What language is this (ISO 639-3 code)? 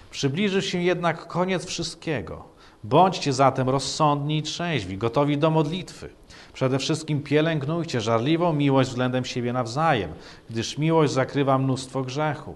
pol